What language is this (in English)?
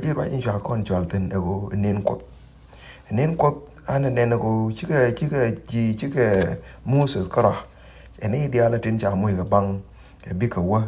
Nuer